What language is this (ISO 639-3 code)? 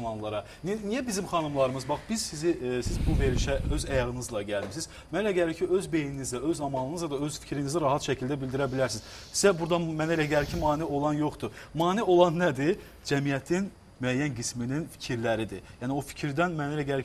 aze